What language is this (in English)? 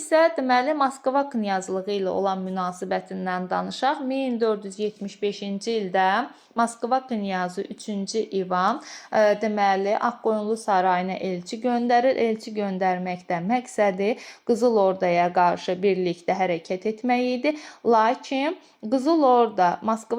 Azerbaijani